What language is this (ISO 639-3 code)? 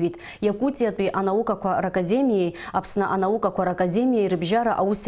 abk